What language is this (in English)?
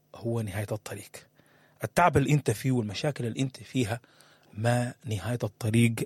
Sudanese Arabic